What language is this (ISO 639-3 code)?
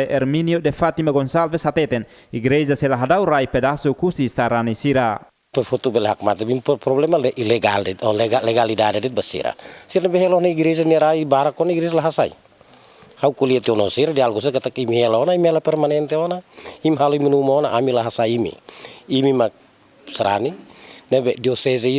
tet